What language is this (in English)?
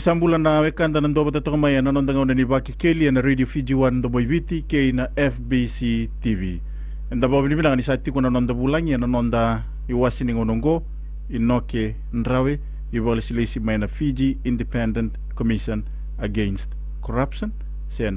Fijian